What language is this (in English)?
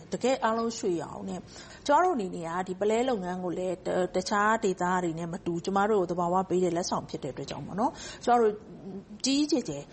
Burmese